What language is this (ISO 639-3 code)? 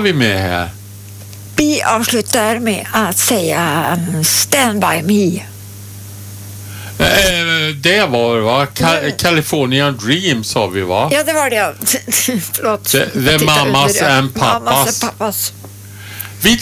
swe